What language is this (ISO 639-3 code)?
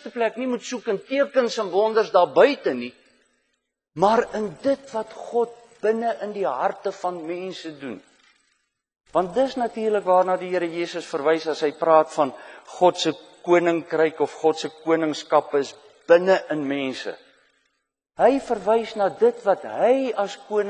afr